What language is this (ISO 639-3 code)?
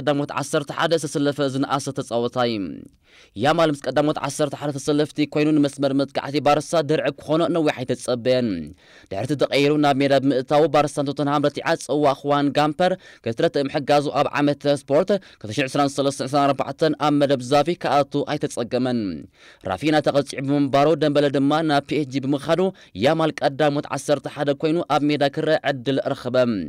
tir